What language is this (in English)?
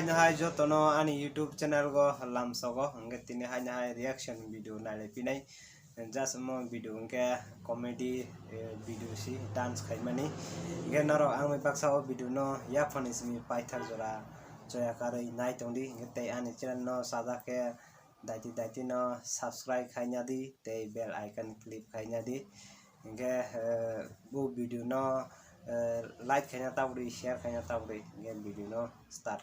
Kok Borok